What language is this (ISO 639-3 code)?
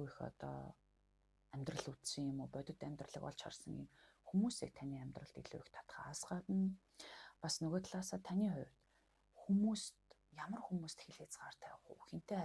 mon